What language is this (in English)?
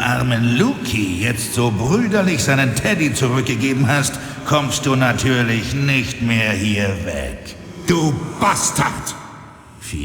Bavarian